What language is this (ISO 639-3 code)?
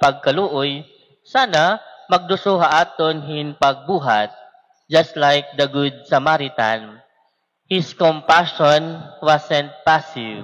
war